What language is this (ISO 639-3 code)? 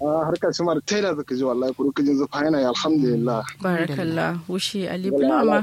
kau